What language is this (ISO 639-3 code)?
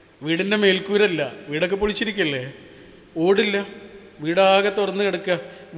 mal